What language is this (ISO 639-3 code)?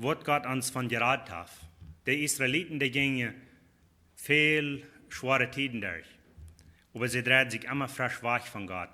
pdt